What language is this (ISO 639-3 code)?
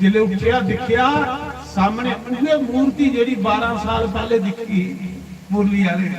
doi